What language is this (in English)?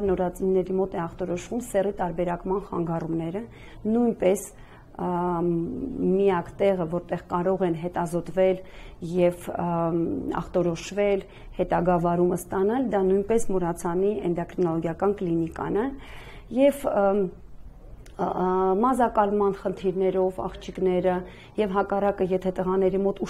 Armenian